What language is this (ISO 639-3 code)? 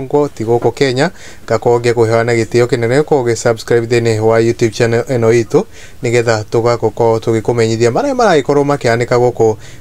kik